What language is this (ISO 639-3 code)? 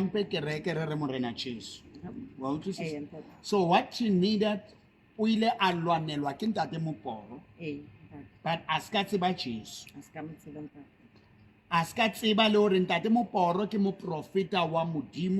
sot